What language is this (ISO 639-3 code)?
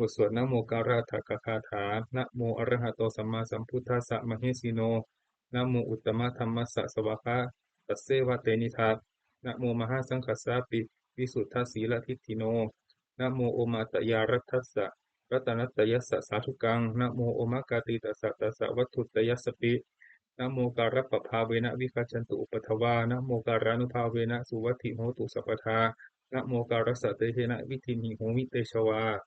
pli